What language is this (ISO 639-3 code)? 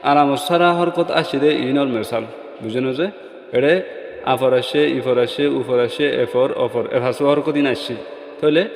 rhg